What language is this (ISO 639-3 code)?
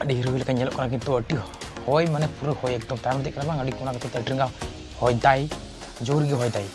sat